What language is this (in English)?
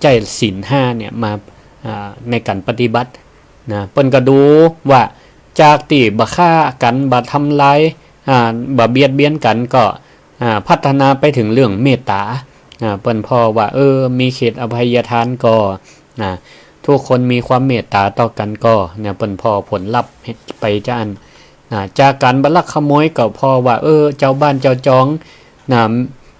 Northern Thai